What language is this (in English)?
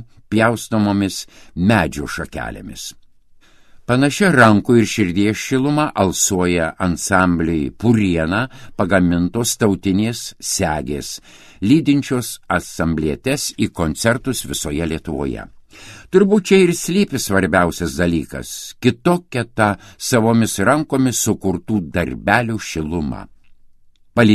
Lithuanian